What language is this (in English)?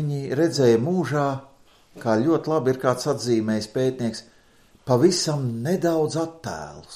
Latvian